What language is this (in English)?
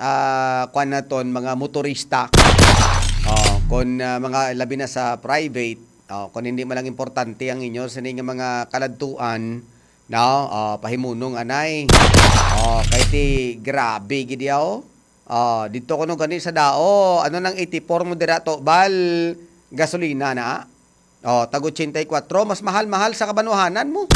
Hiligaynon